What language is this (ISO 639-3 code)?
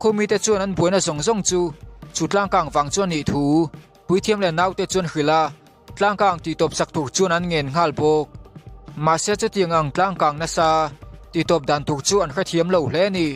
lus